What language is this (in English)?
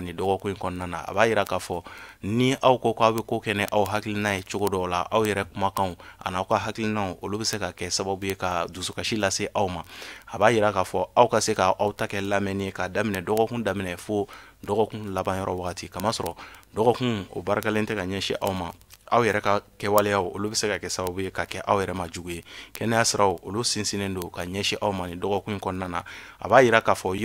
Bambara